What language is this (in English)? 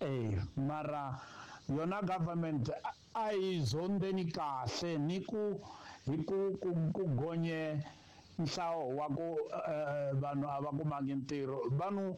Tsonga